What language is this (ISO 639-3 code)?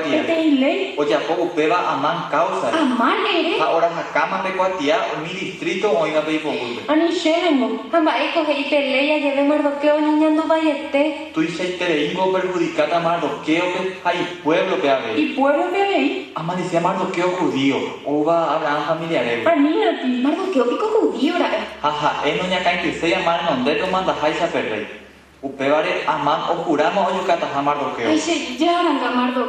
grn